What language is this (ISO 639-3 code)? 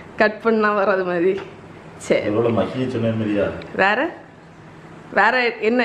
tam